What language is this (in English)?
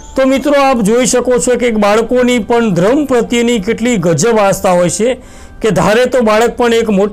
Gujarati